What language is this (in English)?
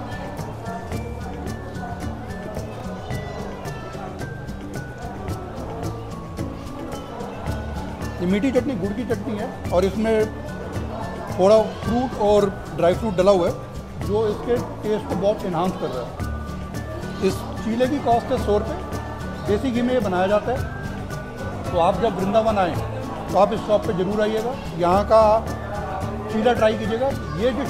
Hindi